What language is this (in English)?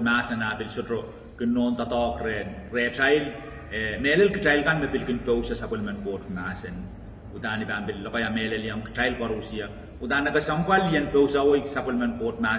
Pohnpeian